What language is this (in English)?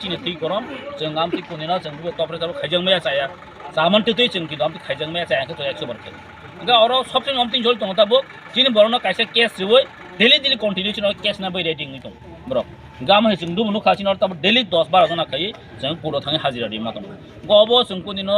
Kok Borok